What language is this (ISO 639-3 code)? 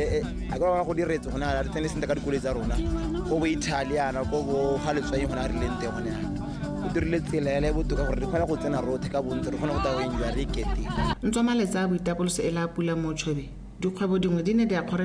tsn